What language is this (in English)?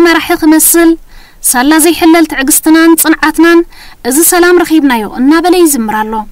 Tigrinya